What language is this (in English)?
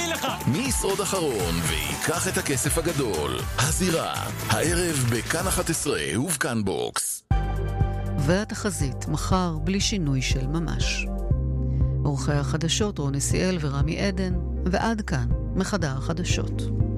Hebrew